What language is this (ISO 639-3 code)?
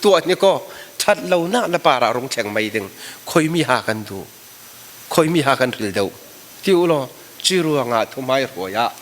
cfm